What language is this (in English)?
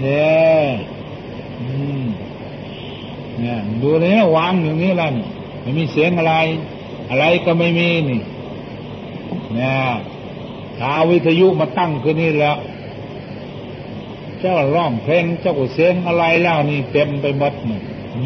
Thai